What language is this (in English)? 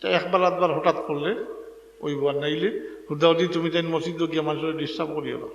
Sylheti